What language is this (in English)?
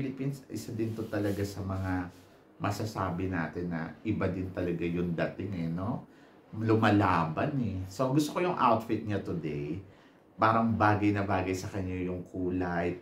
Filipino